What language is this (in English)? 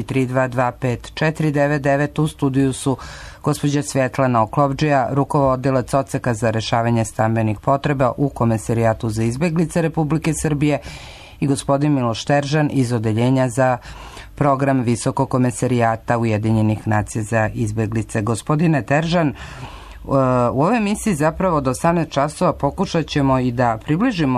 Serbian